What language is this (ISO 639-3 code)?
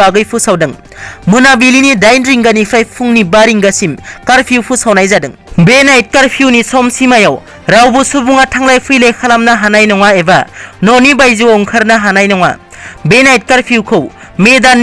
brx